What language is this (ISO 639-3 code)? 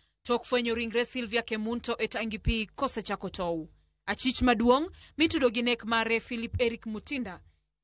luo